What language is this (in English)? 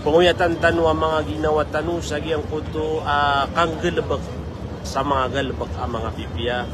Maranao